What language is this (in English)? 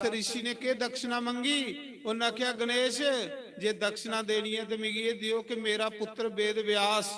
Dogri